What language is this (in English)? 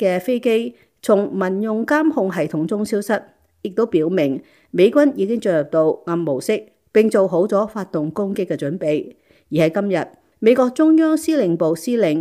Cantonese